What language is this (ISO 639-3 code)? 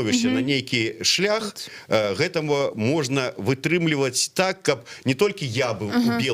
bel